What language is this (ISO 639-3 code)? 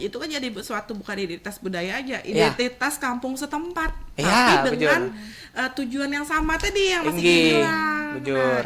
bjn